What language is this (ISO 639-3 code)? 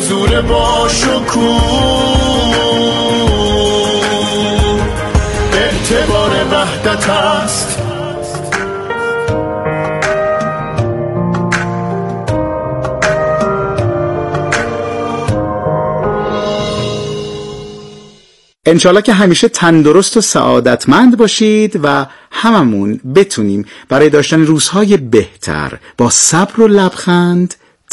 fas